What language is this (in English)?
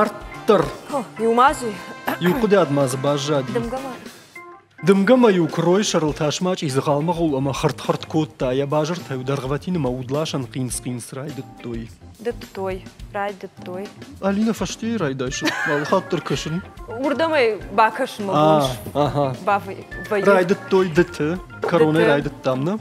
Ossetic